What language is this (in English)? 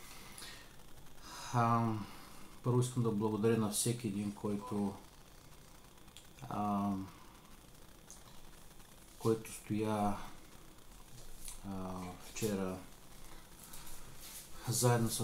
Bulgarian